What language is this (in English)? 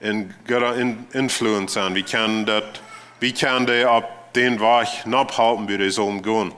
Plautdietsch